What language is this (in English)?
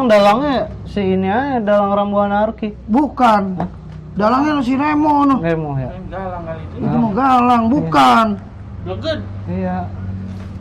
Betawi